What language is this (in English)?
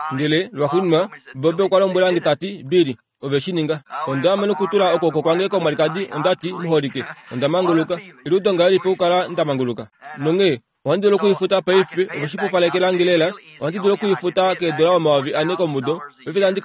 Kuanyama